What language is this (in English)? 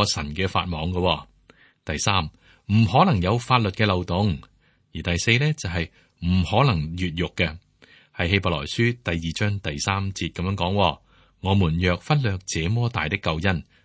Cantonese